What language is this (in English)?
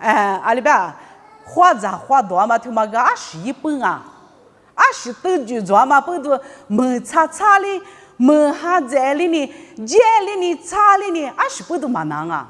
Lisu